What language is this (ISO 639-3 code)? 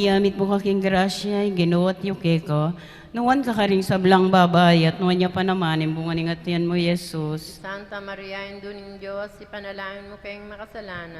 pam